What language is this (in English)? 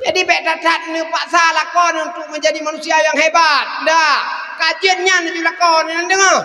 Achinese